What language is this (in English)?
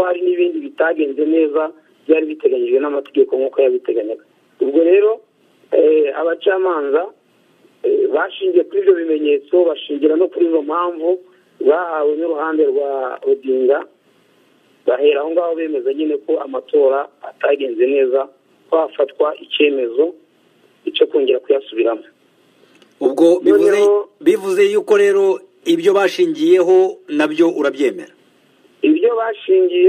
Kinyarwanda